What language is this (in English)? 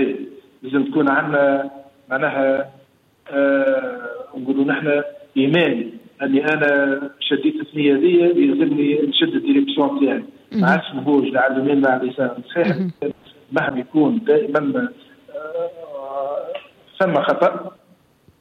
Tunisian Arabic